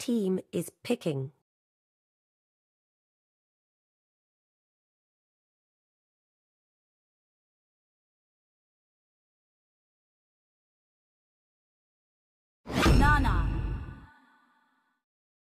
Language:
English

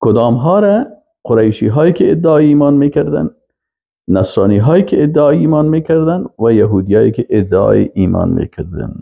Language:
Persian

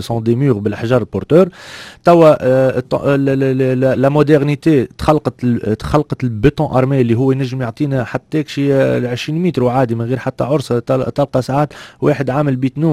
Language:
Tunisian Arabic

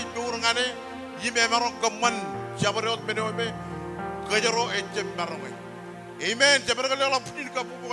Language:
Marshallese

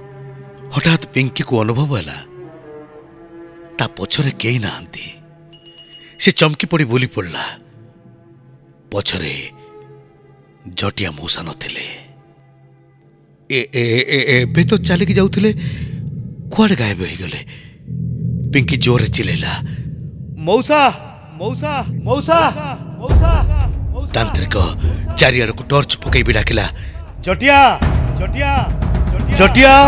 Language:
Odia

